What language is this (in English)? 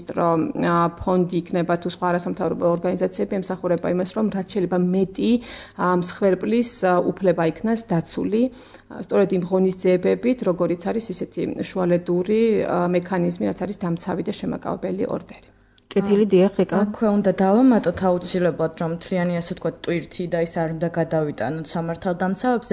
Georgian